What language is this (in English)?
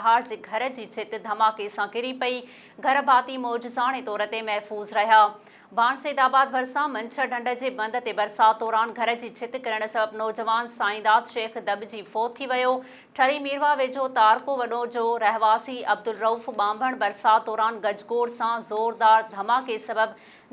Sindhi